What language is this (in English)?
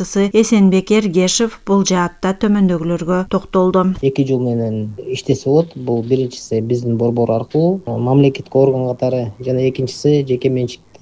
Kyrgyz